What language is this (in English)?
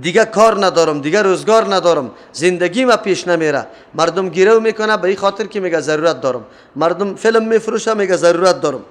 Persian